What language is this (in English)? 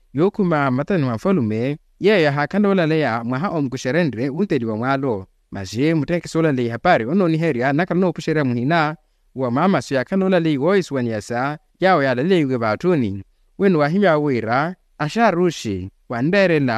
Makhuwa